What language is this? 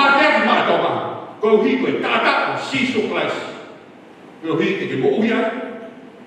Tongan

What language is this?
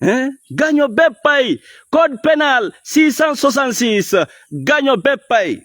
Fula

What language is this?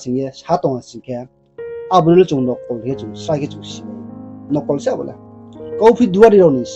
Riang (India)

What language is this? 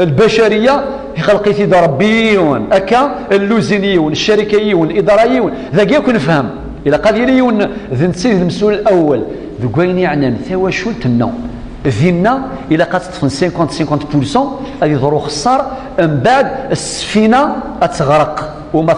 Kabyle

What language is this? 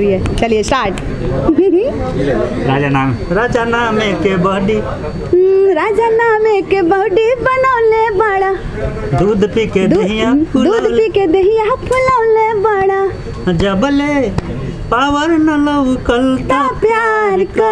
Bhojpuri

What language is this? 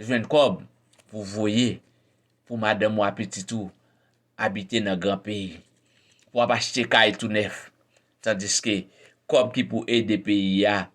Haitian Creole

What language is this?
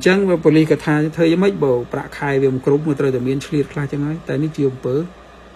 Khmer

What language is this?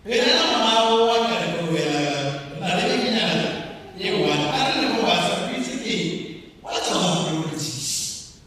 Tswana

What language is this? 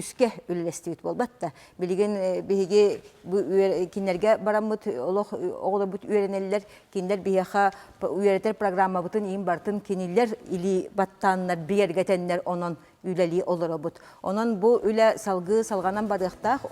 Yakut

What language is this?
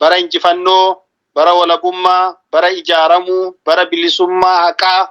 Oromo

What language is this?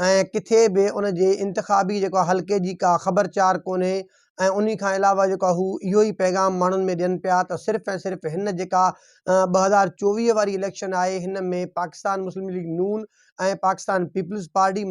Sindhi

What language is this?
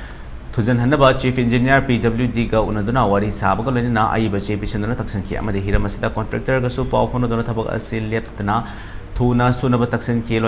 Manipuri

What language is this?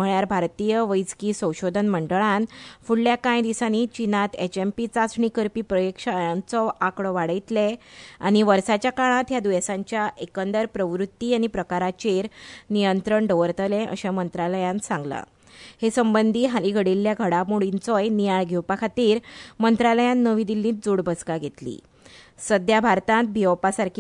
Konkani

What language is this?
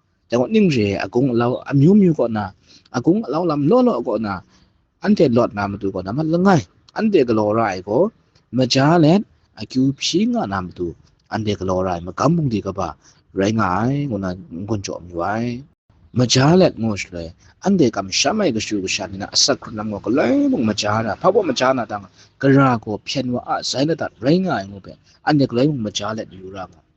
Kachin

